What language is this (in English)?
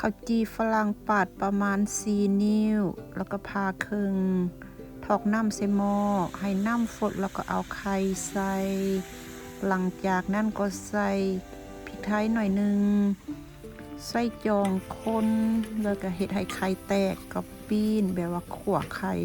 Lao